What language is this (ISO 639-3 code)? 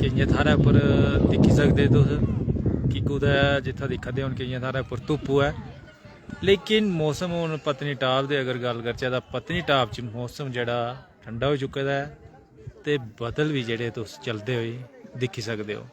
doi